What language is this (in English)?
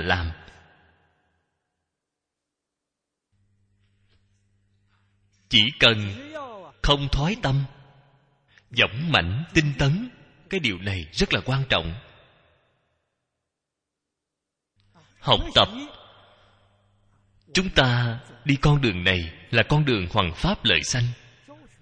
Vietnamese